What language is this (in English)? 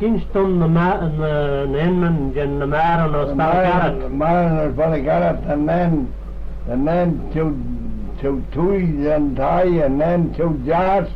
Manx